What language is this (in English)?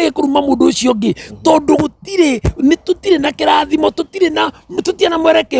Kikuyu